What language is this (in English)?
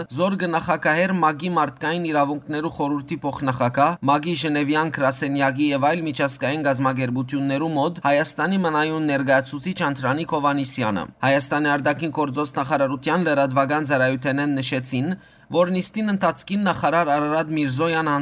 Western Armenian